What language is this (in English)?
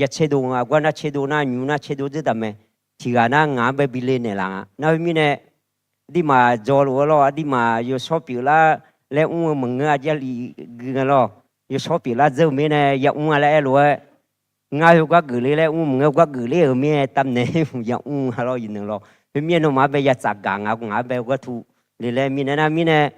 Akha